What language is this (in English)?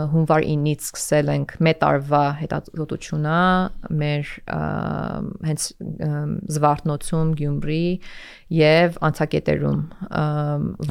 Armenian